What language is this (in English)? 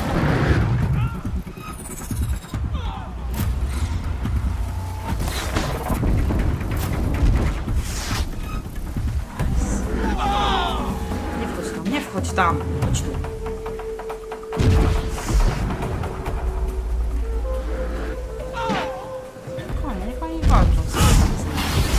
Polish